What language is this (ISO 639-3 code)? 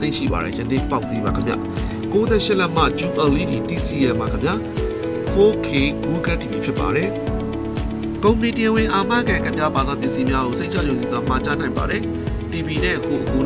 mya